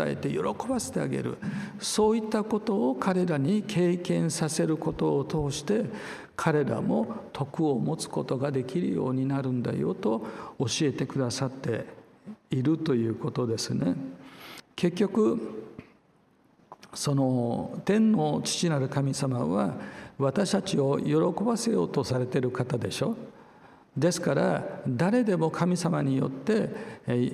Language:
Japanese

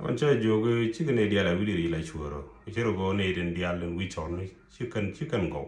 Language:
Nuer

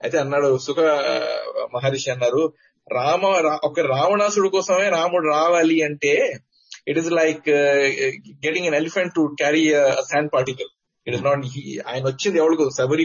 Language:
Telugu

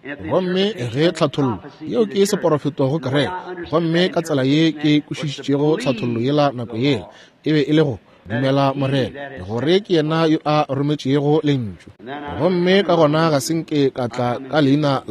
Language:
Northern Sotho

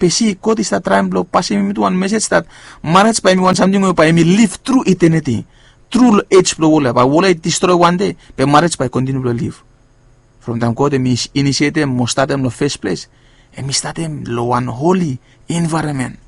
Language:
Bislama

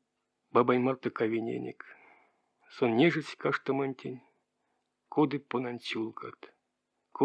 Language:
Erzya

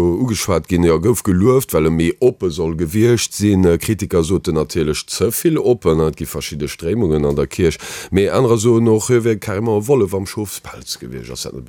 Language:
Luxembourgish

